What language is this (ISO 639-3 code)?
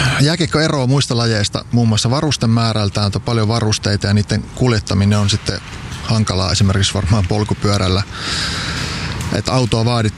fin